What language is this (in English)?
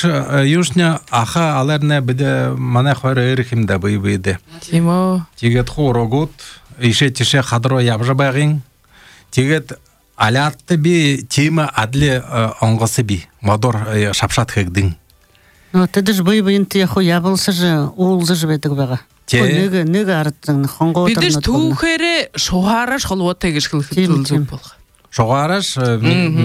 Buriat